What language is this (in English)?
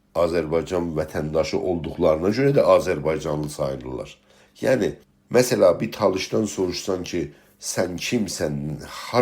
South Azerbaijani